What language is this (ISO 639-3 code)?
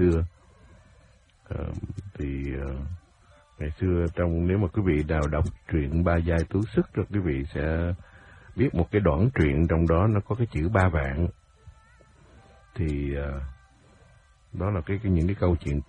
vie